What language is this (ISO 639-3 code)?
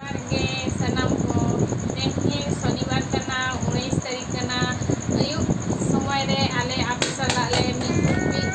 sat